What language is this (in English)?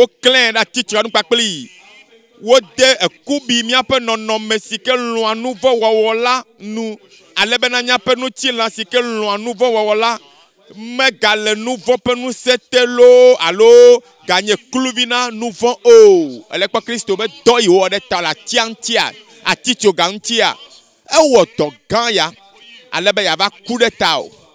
Ewe